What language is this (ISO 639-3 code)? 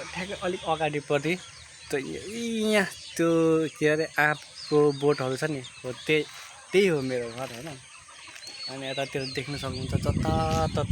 nep